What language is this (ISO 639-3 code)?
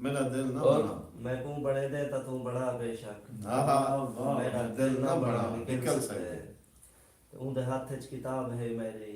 skr